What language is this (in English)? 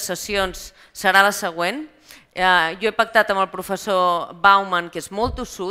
Catalan